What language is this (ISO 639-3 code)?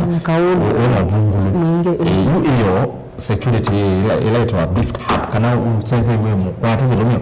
kam